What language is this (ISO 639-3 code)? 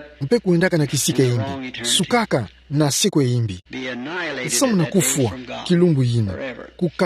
ktu